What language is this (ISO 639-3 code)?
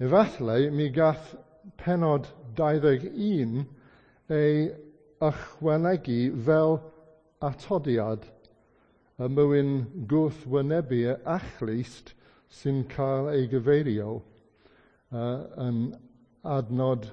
cym